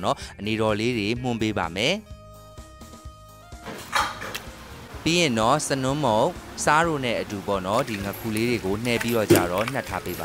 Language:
Burmese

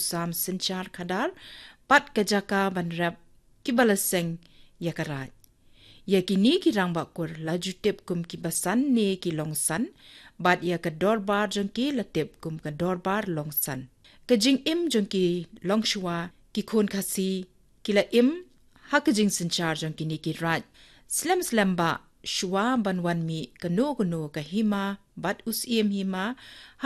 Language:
Khasi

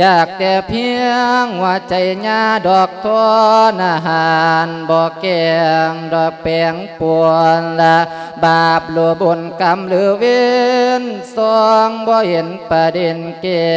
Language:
Lao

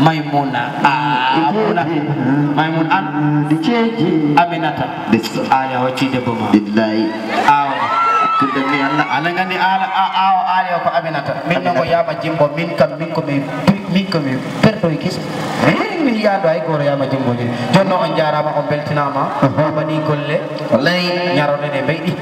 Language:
Fula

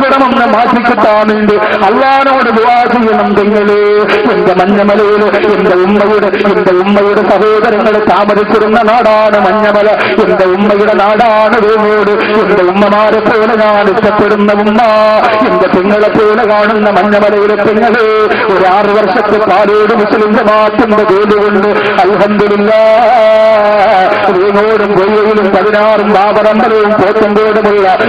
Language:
Malayalam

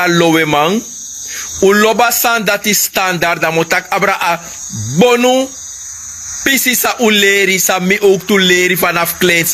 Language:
Sranan Tongo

